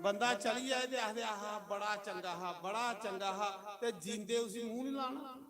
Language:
Dogri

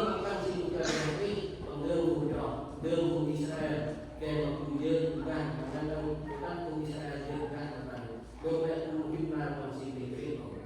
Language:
Central Mnong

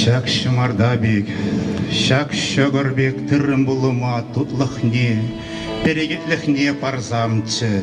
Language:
Chuvash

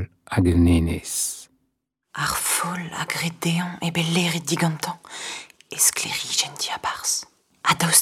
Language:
Breton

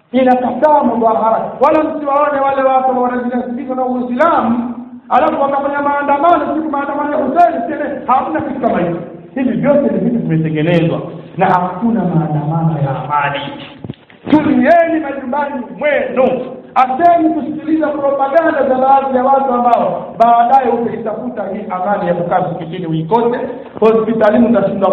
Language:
Swahili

